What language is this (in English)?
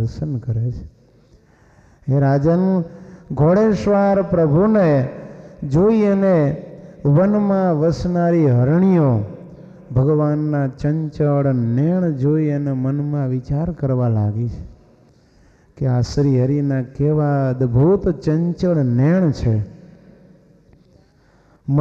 Gujarati